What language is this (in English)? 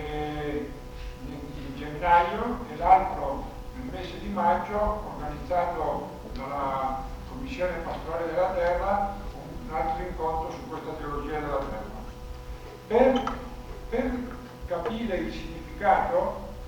Italian